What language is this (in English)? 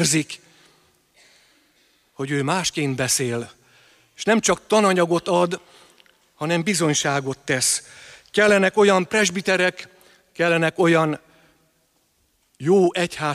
Hungarian